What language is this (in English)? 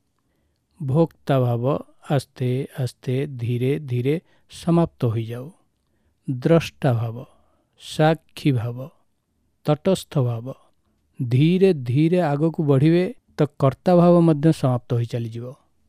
Odia